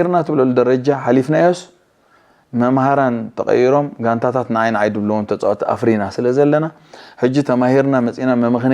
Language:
Tigrinya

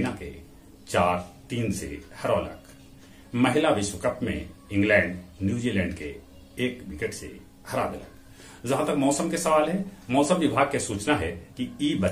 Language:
Magahi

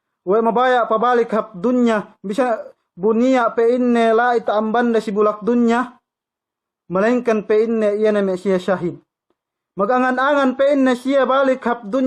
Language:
Yakan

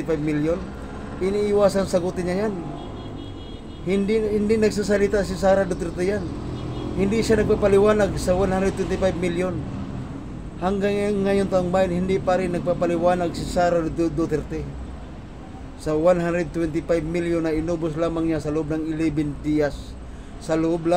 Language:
Filipino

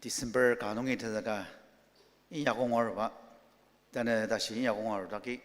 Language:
Ao Naga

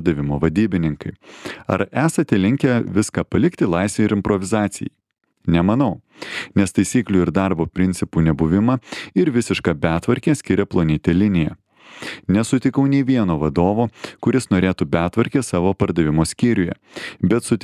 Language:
Lithuanian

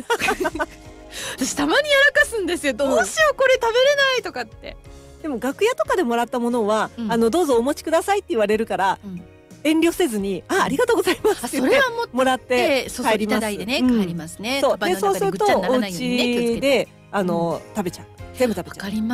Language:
Japanese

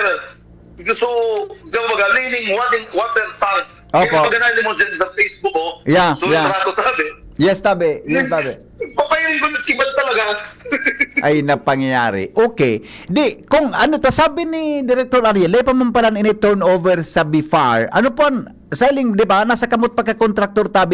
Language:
Bikol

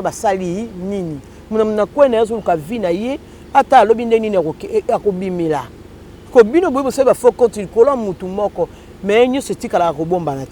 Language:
Lingala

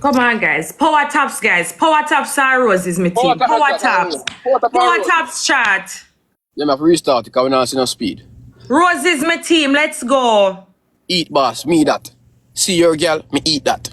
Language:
Jamaican Creole English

